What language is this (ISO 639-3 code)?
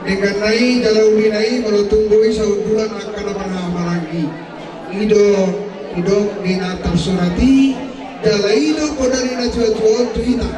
bbc